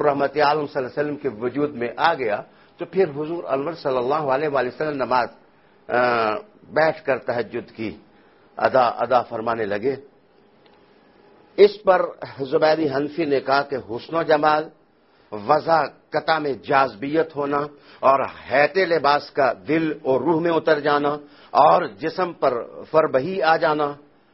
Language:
Urdu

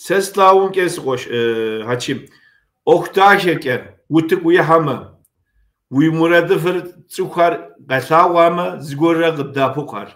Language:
Kabardian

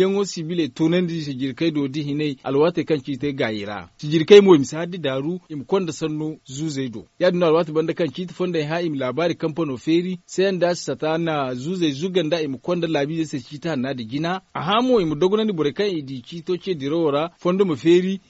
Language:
Zarma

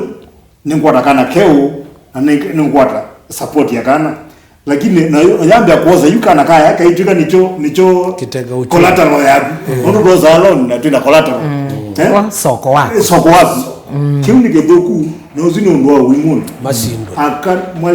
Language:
Kamba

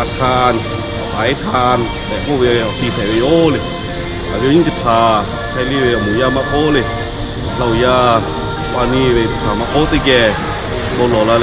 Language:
Lahu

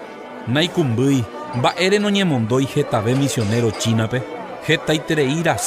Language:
Guarani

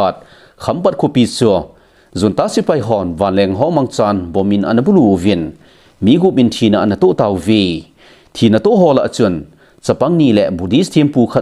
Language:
Thado Chin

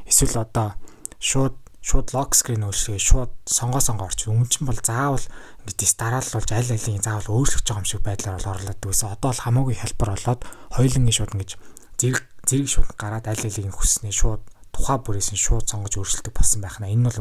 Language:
Mongolian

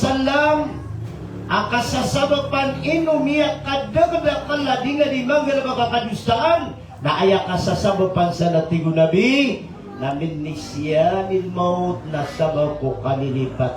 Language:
Maranao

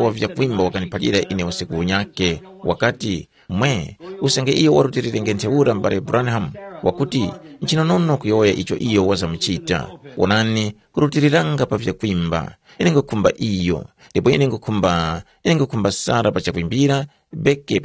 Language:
Tumbuka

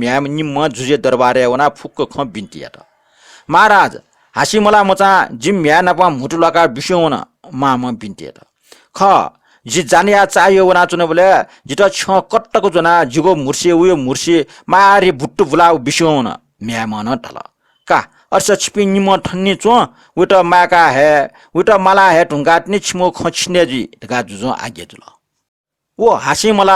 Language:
Newari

